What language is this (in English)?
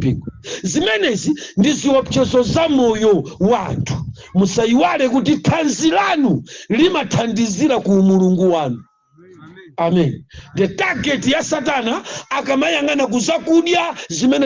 Nyanja